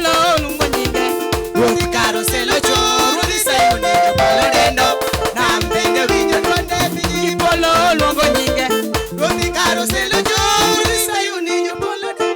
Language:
Luo (Kenya and Tanzania)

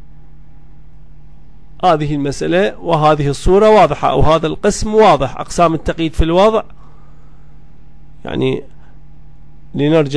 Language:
Arabic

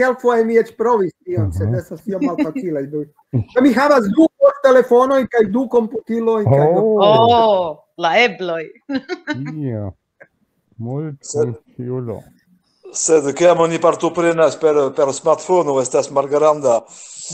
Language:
Esperanto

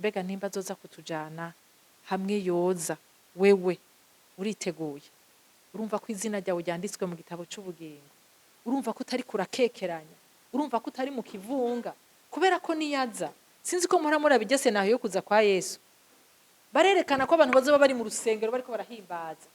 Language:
Rundi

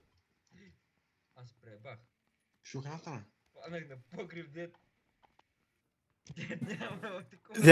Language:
Bulgarian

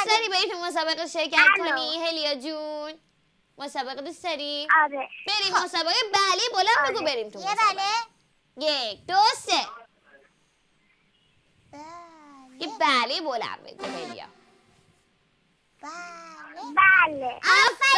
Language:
Persian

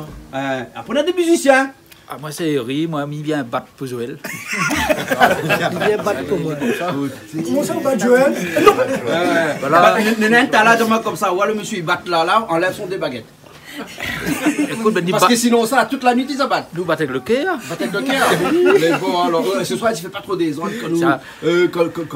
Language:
Réunion Creole French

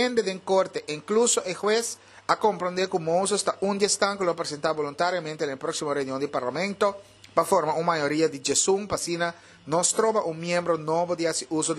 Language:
Papiamento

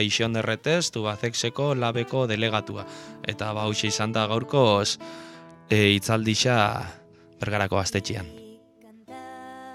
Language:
Basque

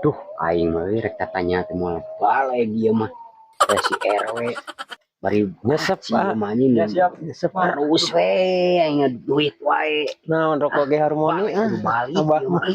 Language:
Sundanese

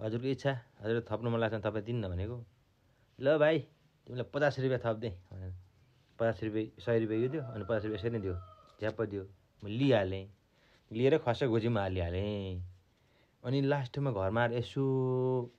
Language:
Nepali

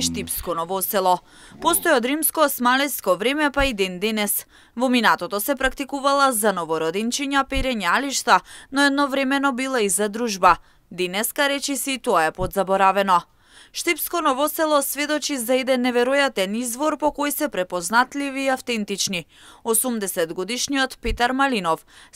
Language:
Macedonian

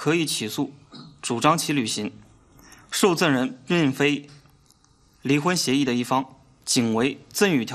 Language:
Chinese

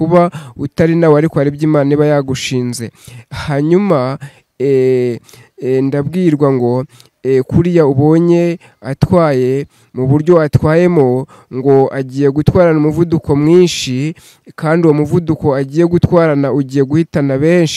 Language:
Kinyarwanda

